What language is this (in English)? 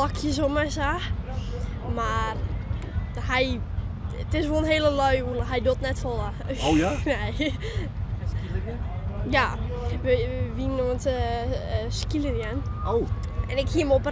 Western Frisian